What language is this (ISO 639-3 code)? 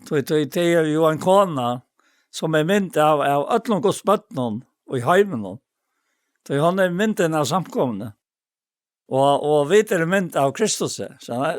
fao